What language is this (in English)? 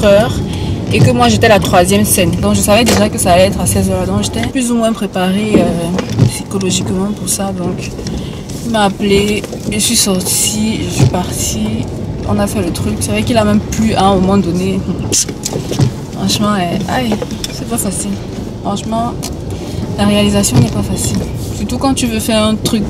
French